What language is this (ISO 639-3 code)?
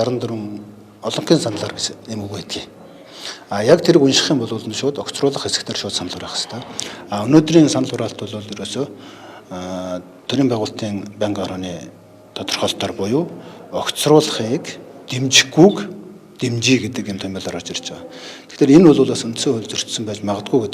mon